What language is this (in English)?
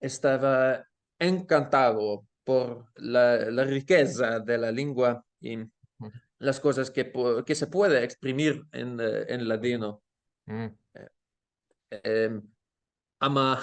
Ladino